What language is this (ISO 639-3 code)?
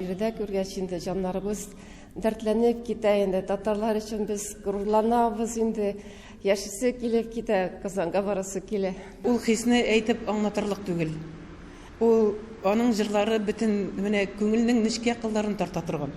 tat